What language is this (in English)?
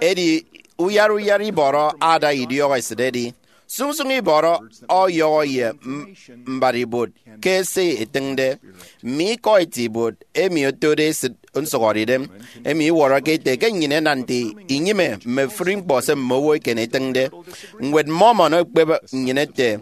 Efik